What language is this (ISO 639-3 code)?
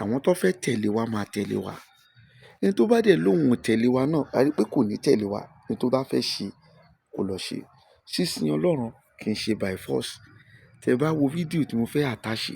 yor